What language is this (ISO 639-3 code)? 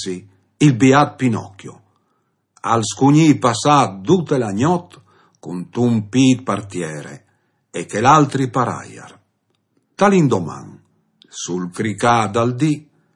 fur